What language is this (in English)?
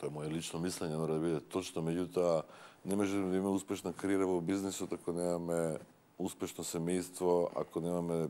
Macedonian